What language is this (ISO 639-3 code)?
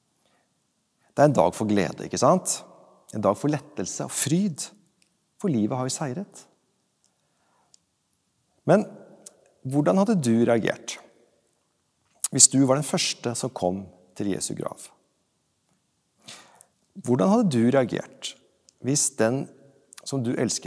nor